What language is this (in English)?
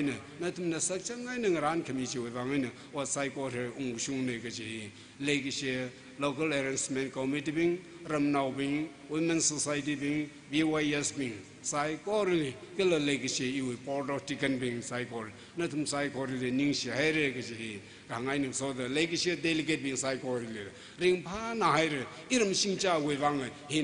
Tangkhul Naga (India)